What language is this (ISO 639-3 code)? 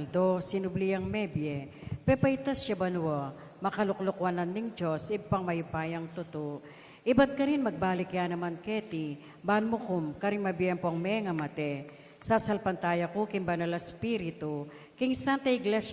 pam